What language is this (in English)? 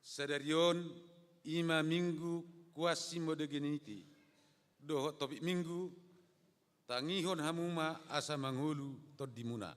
Batak Toba